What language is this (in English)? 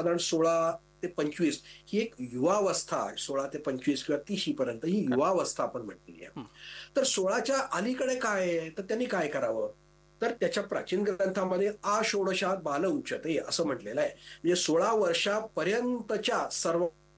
Marathi